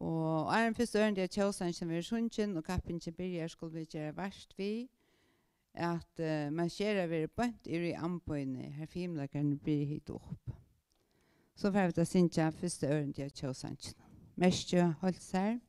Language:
Faroese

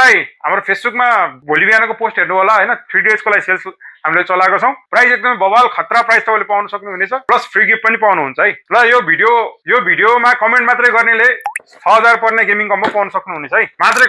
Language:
Nepali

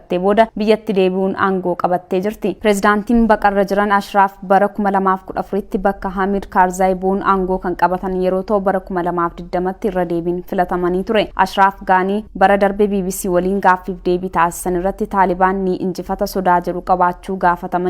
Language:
Oromo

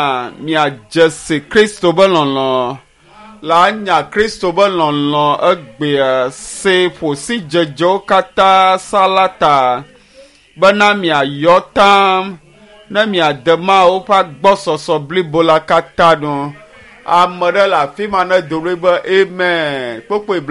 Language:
Ewe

